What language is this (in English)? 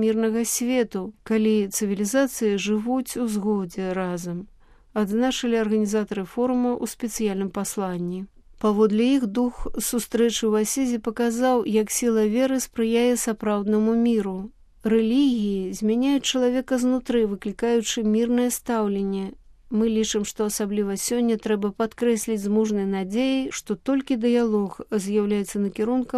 Belarusian